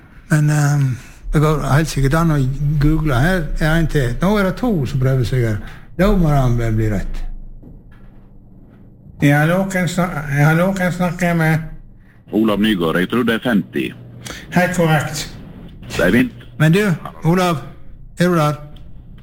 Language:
Norwegian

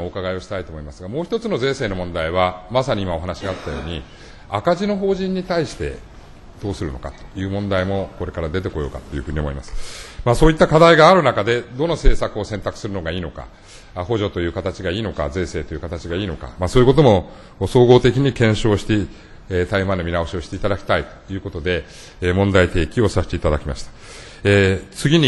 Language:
Japanese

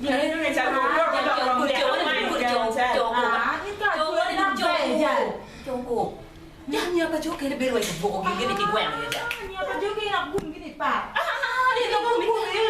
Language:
Acoli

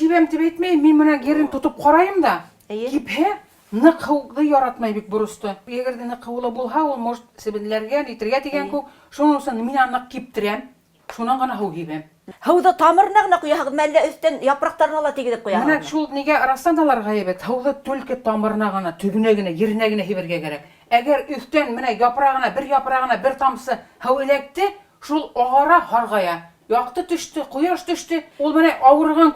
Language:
Bashkir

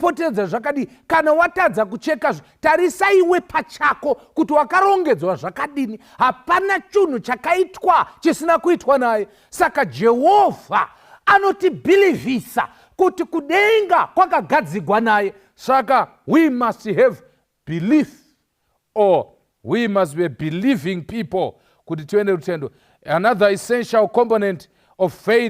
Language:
Shona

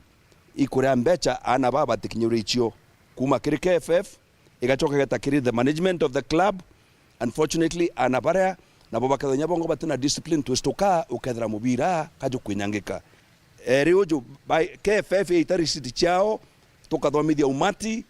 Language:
Meru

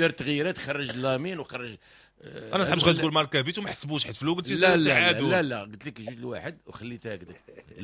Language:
Moroccan Arabic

